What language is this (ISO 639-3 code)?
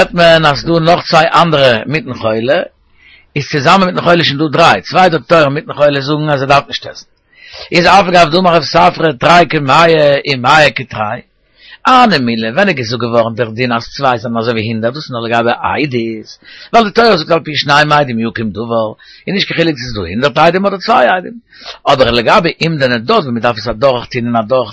yid